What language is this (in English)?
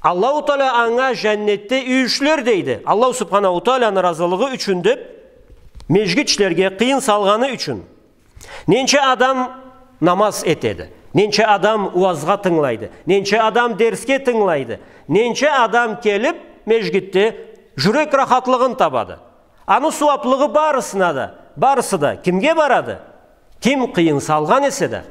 Karachay-Balkar